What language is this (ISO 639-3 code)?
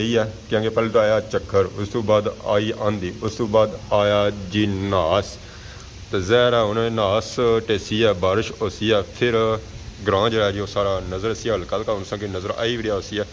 phr